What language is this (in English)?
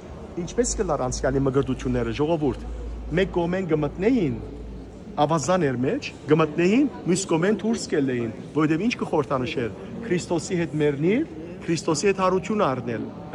Western Armenian